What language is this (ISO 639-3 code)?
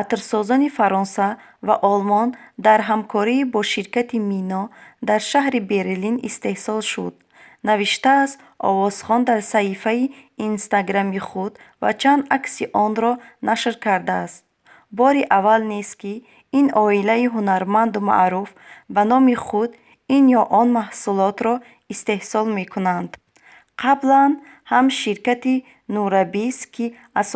tgk